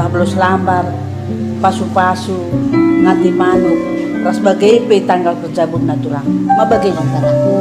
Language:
Batak Karo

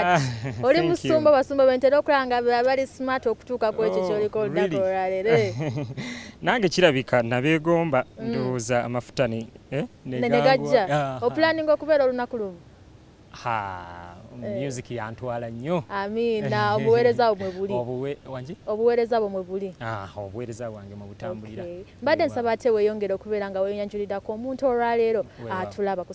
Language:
Ganda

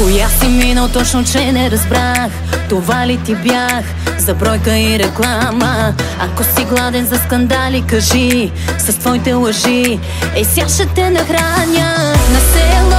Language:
Bulgarian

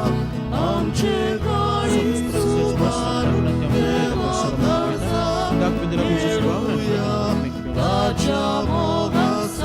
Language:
Konkani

